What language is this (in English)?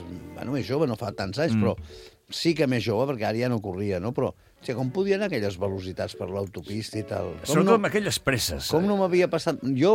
Catalan